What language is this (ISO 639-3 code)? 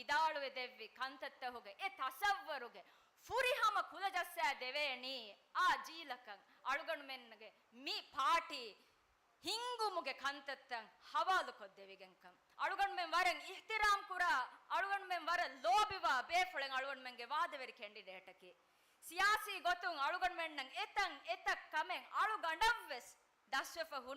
div